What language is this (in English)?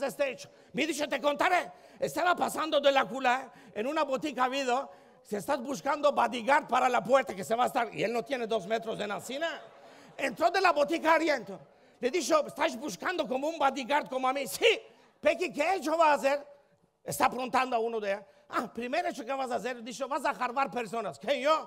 Ladino